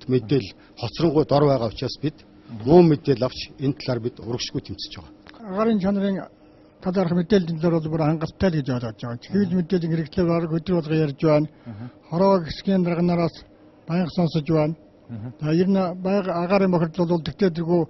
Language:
Mongolian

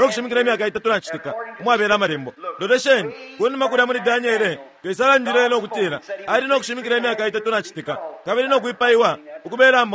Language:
Bemba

